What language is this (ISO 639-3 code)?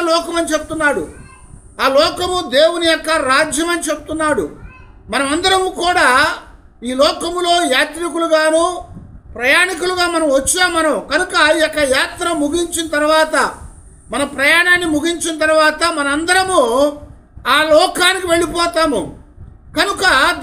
tel